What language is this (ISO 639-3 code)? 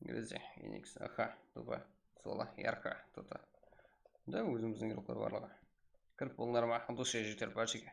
kaa